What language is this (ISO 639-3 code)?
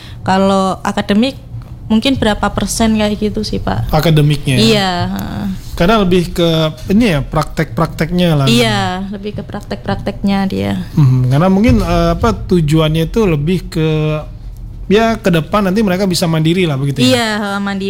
ind